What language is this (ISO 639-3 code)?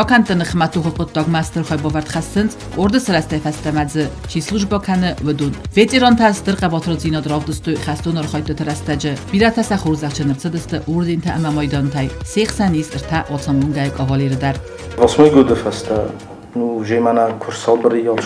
oss